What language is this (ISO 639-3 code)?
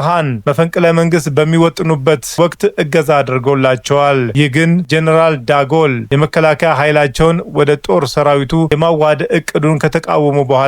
amh